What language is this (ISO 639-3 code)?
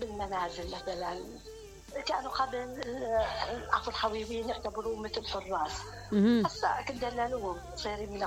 acm